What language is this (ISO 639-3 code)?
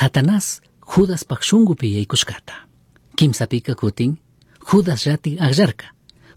qug